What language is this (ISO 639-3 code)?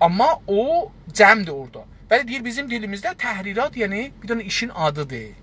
azb